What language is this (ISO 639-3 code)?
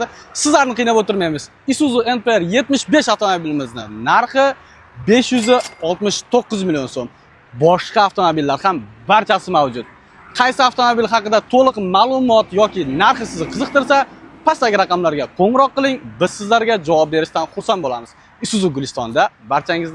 uzb